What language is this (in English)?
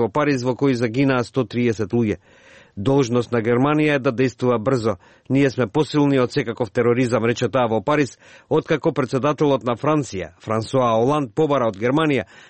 Macedonian